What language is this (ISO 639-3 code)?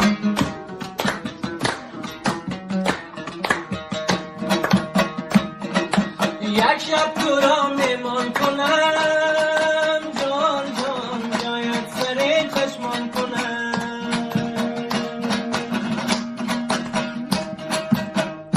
fas